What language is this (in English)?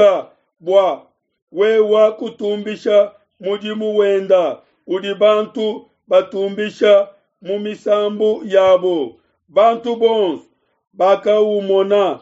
Luba-Lulua